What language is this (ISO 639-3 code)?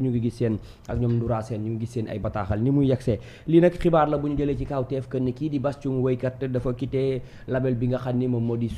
wol